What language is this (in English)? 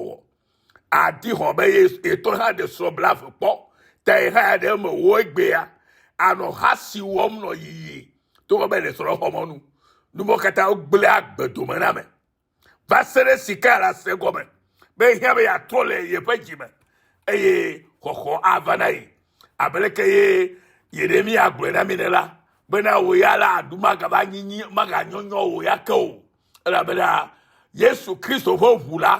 Ewe